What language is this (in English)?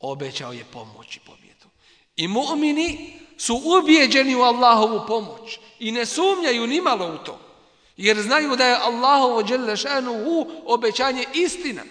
Bosnian